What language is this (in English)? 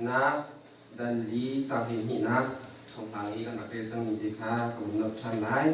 Hakha Chin